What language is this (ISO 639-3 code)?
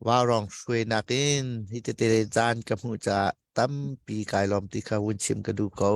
cnh